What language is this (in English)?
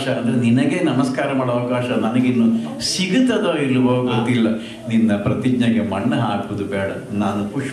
Kannada